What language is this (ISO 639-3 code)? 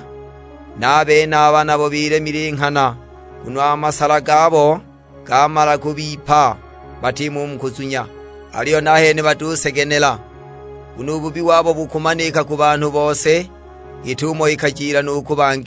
suk